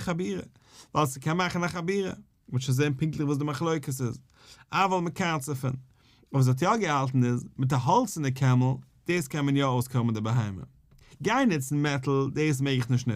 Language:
Yiddish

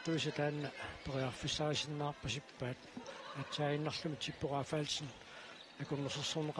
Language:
Kalaallisut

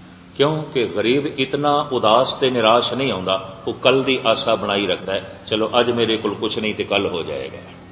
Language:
Punjabi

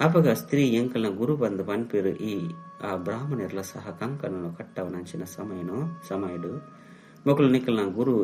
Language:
Tulu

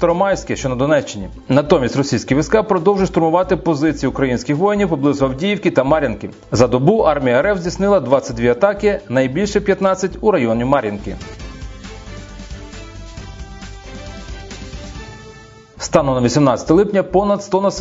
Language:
Ukrainian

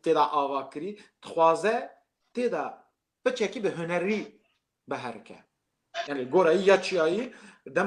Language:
Kurdish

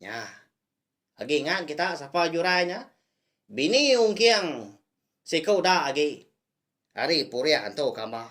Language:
Iban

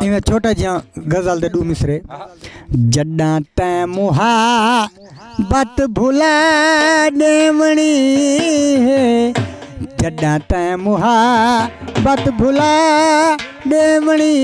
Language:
Saraiki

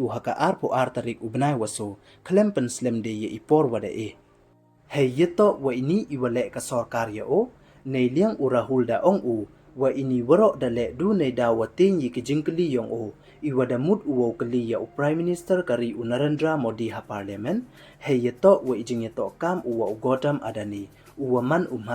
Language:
Pnar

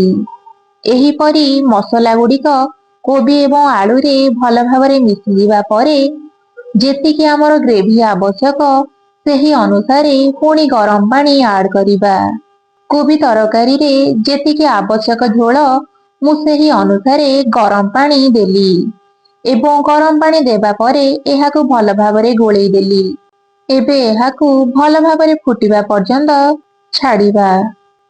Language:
Odia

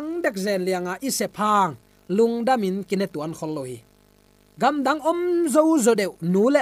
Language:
Tedim Chin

